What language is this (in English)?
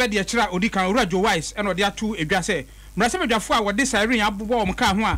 Akan